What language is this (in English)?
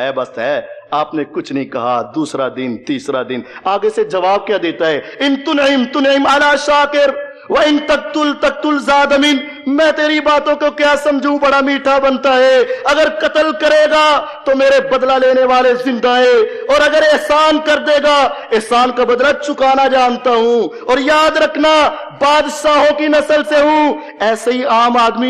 Urdu